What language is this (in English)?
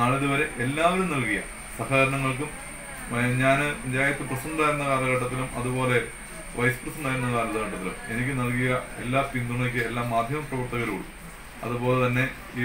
Malayalam